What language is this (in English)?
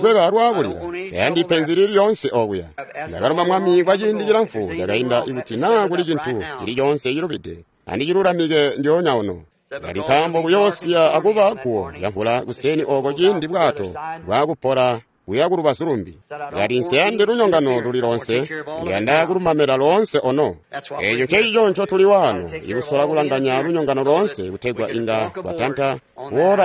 Tonga (Zambia)